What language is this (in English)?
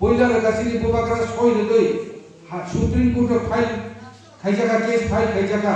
Kok Borok